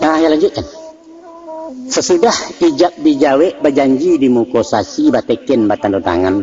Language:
Minangkabau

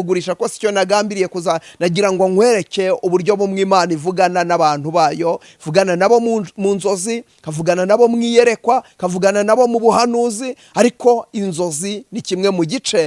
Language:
Kinyarwanda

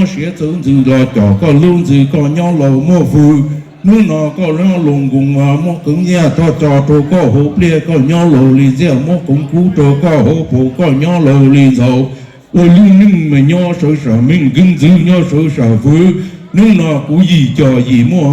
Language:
Hmong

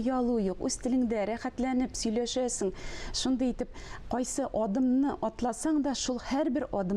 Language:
Tatar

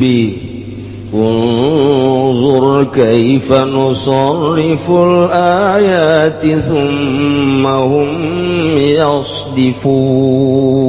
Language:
Sundanese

